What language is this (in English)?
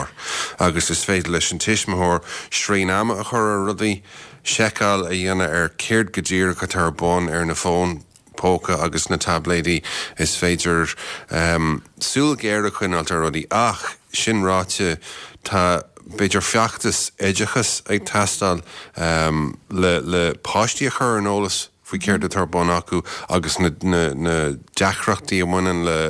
Irish